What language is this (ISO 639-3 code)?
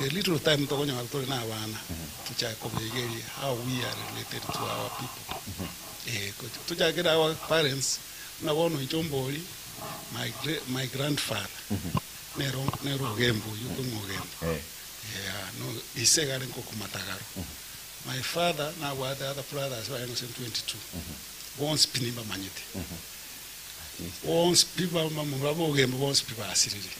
guz